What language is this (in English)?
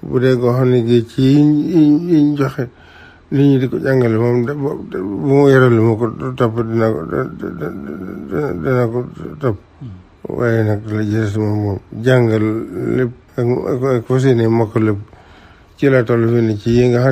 Wolof